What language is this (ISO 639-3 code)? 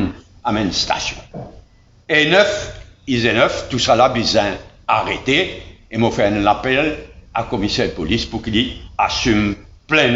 mfe